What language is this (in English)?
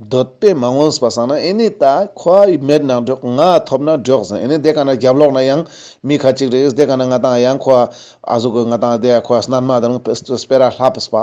Ladakhi